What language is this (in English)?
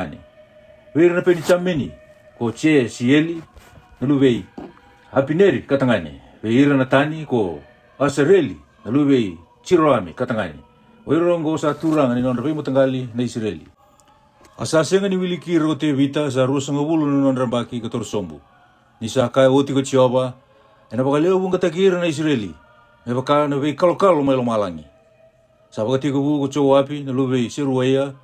Fijian